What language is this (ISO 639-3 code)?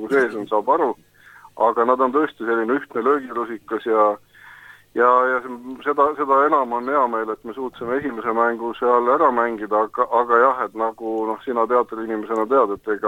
est